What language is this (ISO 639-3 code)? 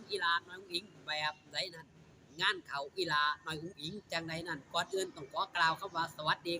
tts